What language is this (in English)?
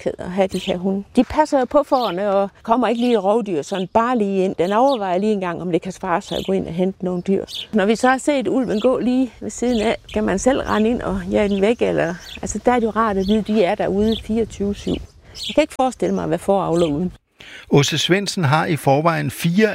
Danish